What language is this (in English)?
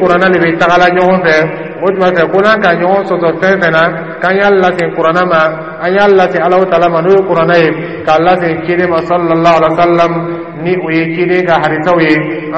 Dyula